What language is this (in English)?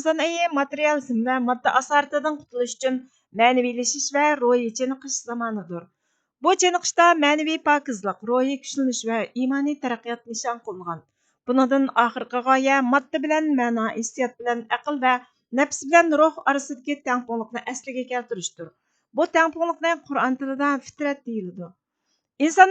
Uyghur